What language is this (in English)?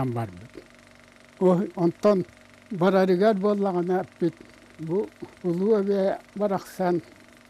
Yakut